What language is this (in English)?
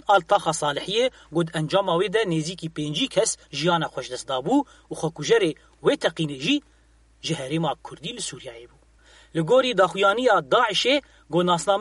Kurdish